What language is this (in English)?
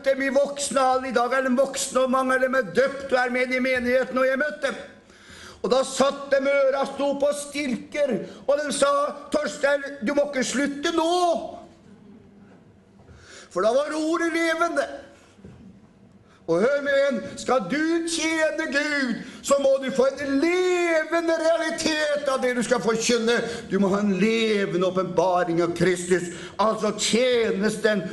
Norwegian